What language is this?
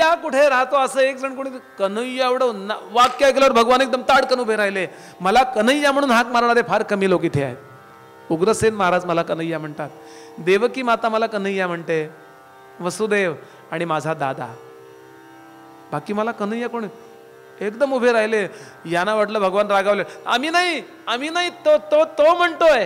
Marathi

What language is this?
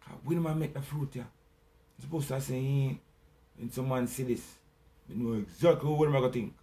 Jamaican Creole English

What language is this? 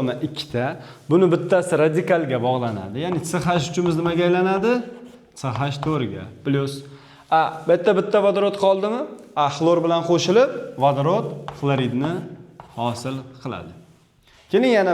Uzbek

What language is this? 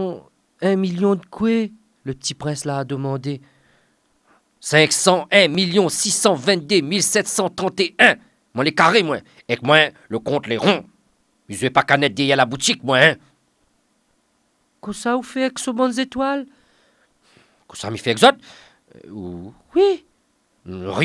Réunion Creole French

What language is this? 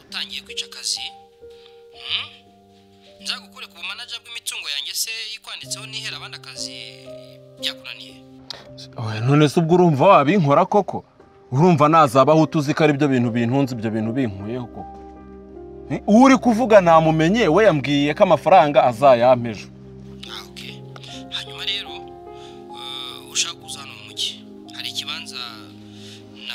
Kinyarwanda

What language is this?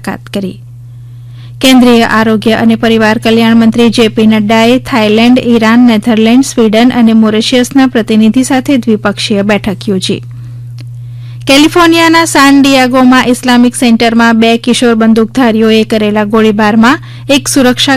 Gujarati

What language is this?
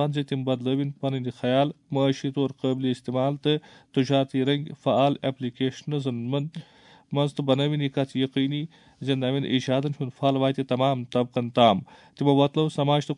Kashmiri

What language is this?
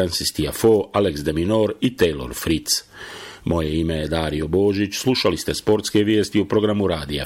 Bosnian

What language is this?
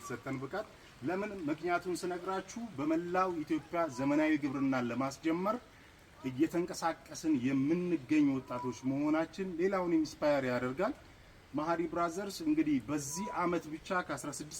Amharic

